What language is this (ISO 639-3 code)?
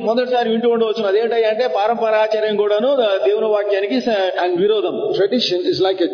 tel